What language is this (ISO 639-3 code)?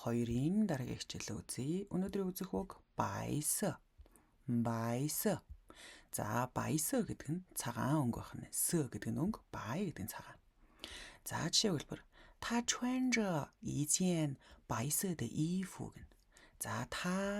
mon